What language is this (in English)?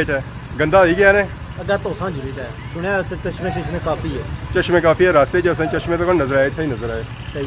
Pahari-Potwari